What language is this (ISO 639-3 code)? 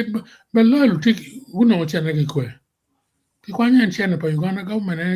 ach